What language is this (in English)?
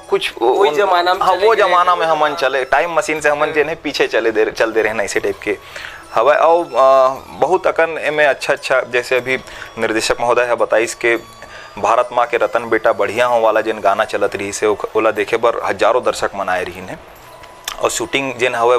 Chhattisgarhi